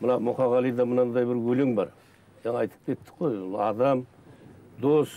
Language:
Kazakh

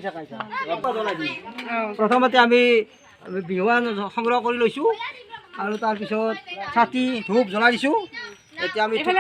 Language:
Assamese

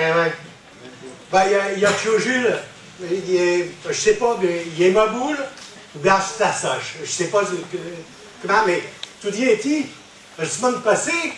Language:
Picard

